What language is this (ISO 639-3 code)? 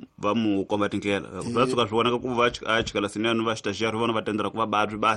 tso